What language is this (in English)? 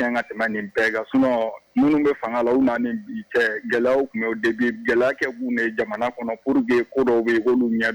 Bambara